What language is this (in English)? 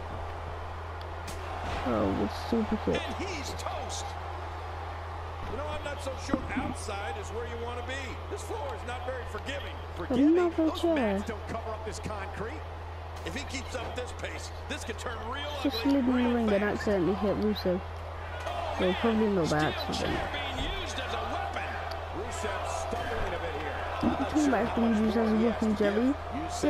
English